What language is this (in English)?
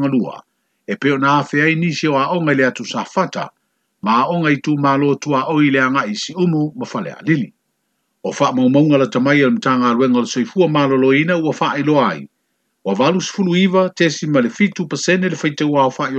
Samoan